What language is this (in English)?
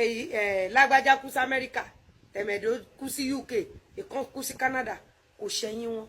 Yoruba